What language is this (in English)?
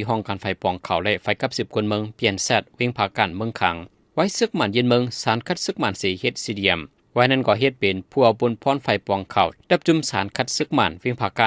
Shan